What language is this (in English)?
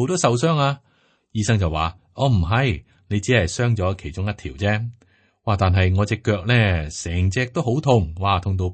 Cantonese